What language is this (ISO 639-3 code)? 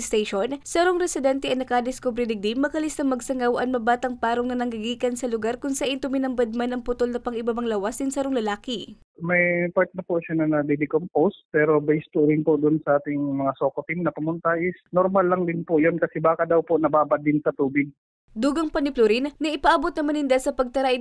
bik